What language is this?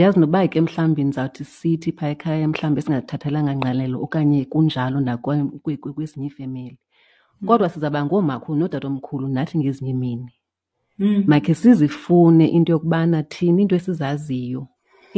Xhosa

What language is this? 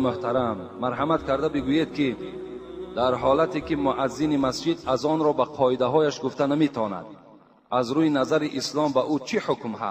Tajik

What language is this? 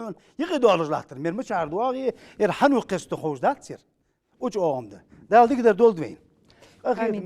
Ingush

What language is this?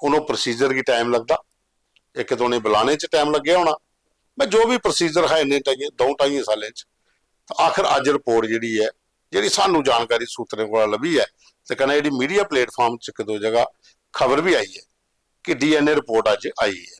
Dogri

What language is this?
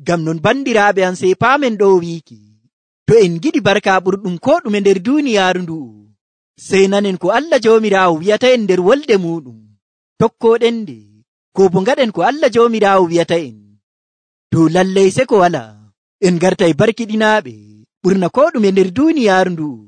Nigerian Fulfulde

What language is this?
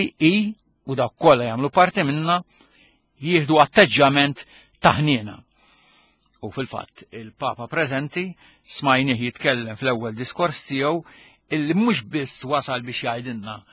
Maltese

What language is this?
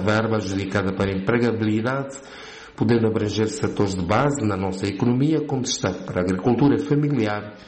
Portuguese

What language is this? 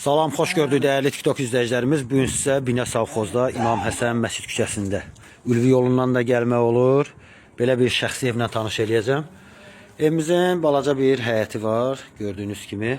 Azerbaijani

